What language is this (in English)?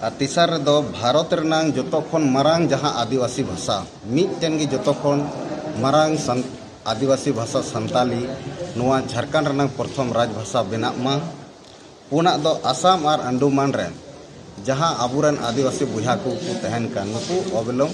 Santali